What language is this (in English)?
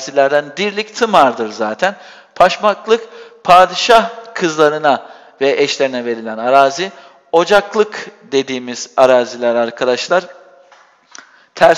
Turkish